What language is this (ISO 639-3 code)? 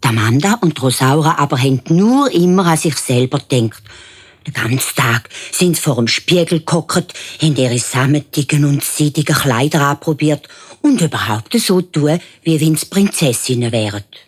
gsw